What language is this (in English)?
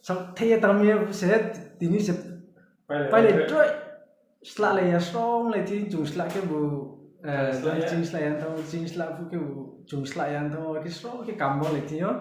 Riang (India)